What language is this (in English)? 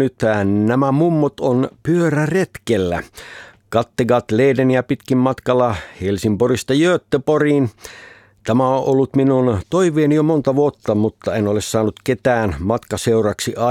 Finnish